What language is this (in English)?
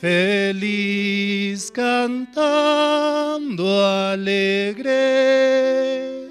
South Bolivian Quechua